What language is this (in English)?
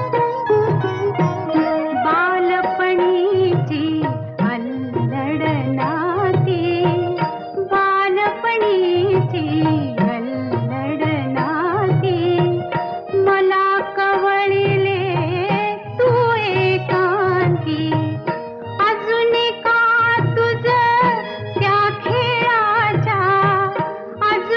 Marathi